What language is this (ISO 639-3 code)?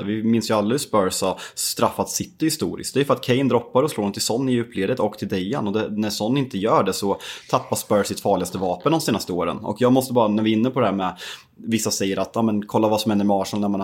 swe